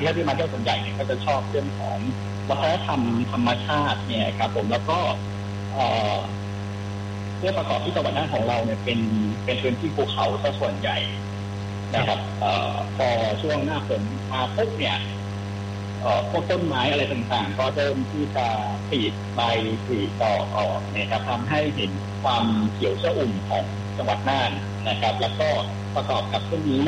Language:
Thai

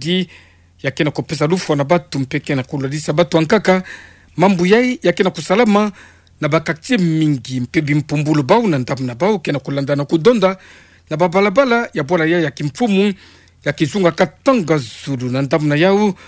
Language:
Kituba (Democratic Republic of Congo)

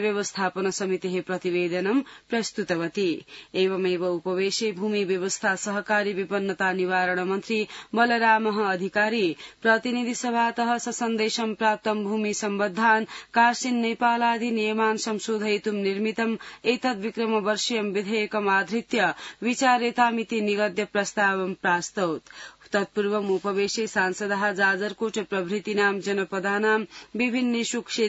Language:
Sanskrit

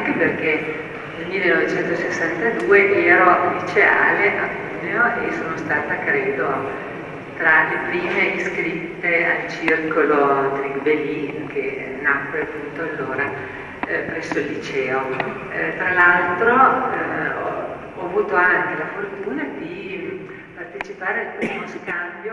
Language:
Italian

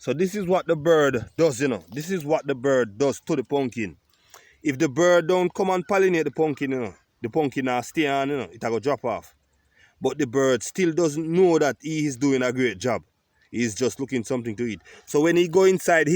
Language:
Jamaican Creole English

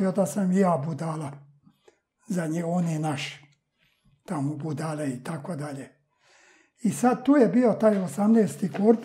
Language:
Serbian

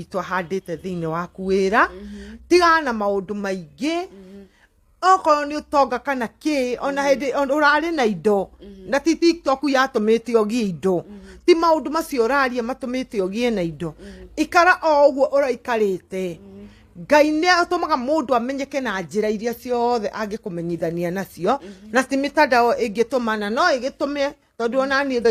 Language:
Kikuyu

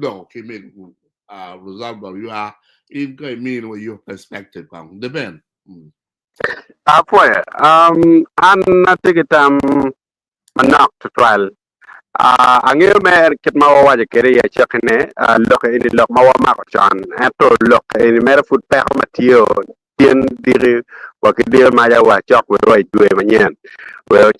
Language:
Acoli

